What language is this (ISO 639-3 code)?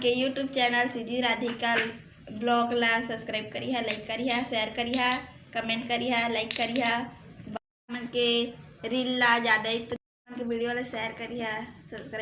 hne